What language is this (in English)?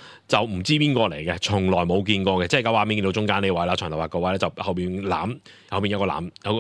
Cantonese